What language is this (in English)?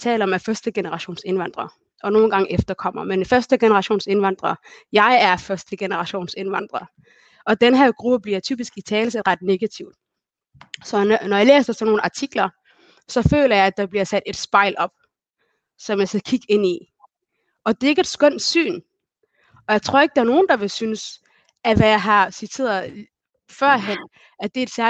Danish